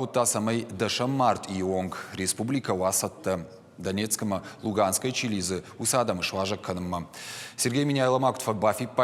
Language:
Ossetic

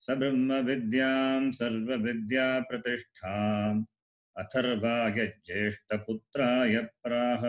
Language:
Sanskrit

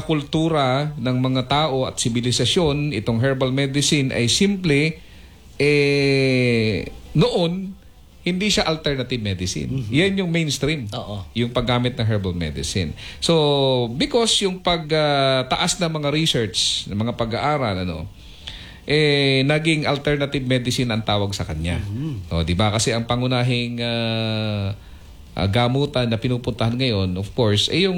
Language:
Filipino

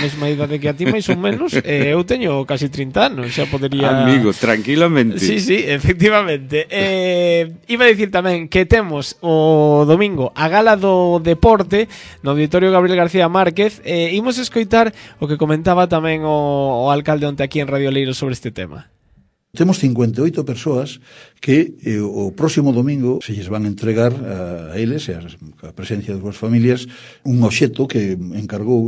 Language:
Galician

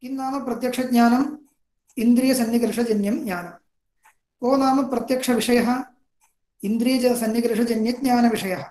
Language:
Sanskrit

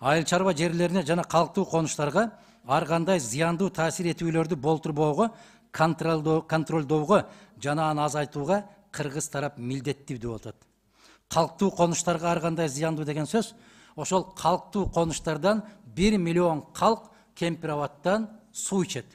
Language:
Kyrgyz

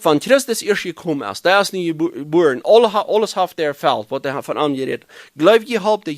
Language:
Plautdietsch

